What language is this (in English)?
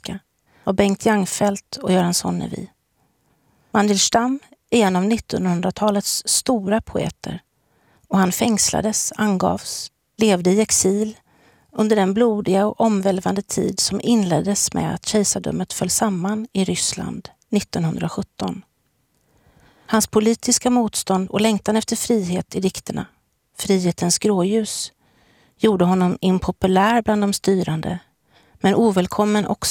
Swedish